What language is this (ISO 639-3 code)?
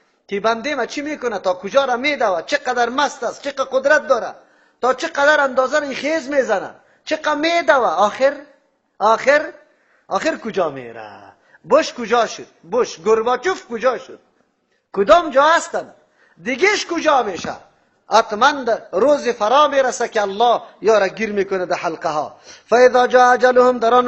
fas